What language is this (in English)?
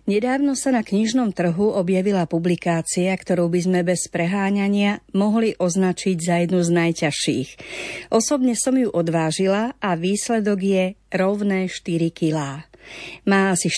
Slovak